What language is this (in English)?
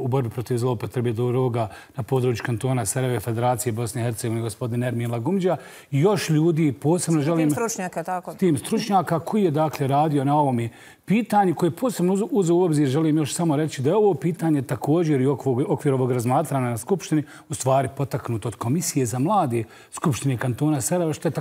Croatian